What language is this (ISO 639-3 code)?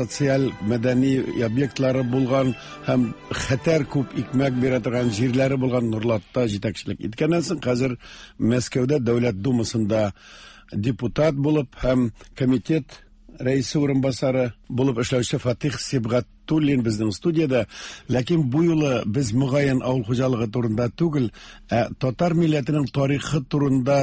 tat